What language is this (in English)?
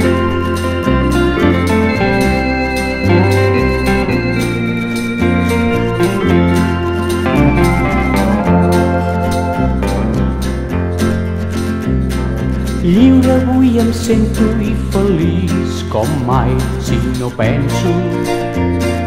Catalan